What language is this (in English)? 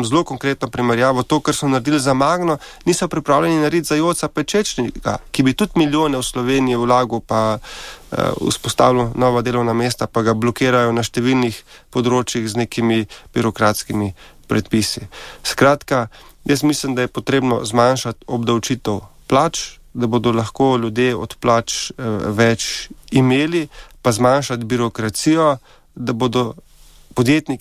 Slovenian